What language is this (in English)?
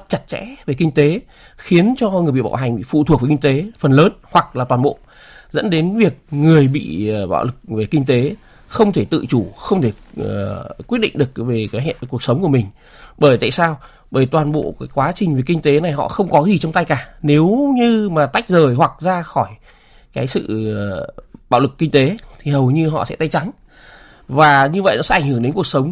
Vietnamese